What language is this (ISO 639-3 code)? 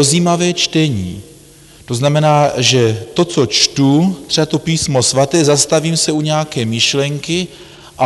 ces